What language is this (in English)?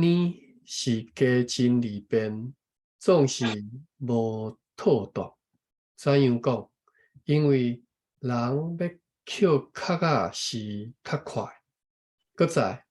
Min Nan Chinese